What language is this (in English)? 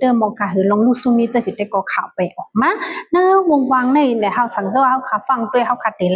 Shan